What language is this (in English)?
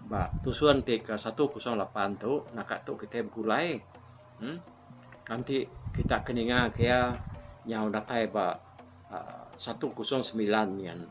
Iban